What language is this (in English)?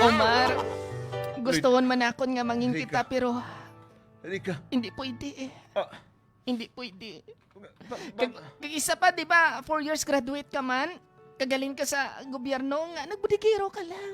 Hiligaynon